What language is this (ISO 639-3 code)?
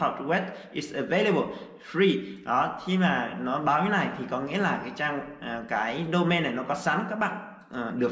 vie